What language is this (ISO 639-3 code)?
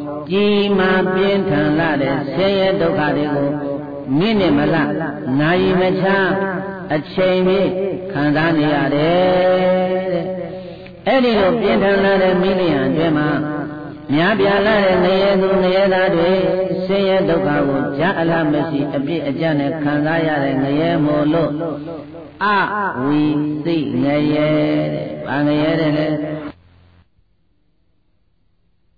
mya